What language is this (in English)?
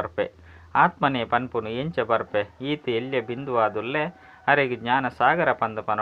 Tulu